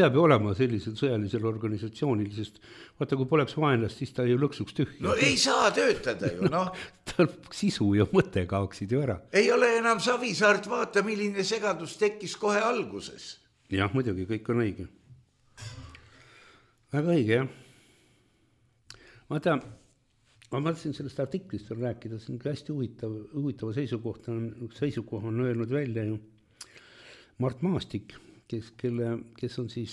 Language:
Estonian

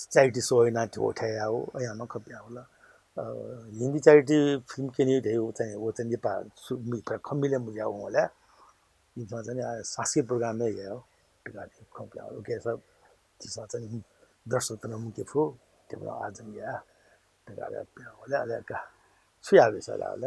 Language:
Newari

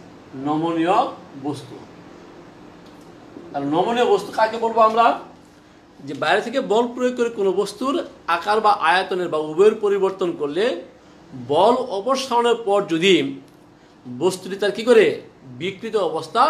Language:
Bangla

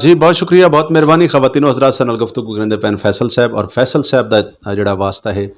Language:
Saraiki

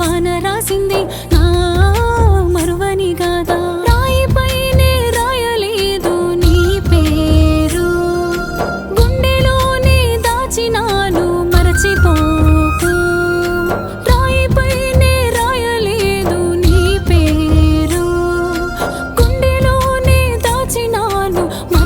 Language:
Telugu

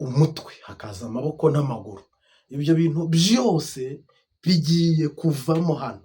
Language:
Kinyarwanda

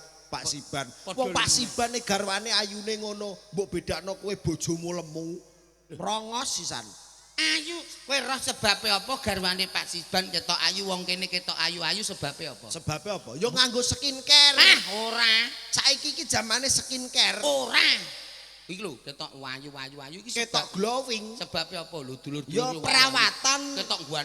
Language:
Javanese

